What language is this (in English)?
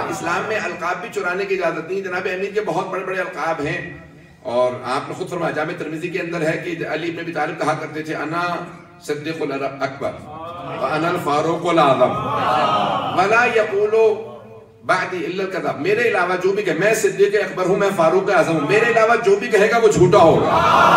Urdu